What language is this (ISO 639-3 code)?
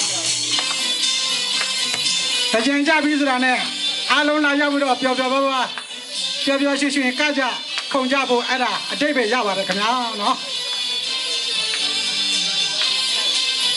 mya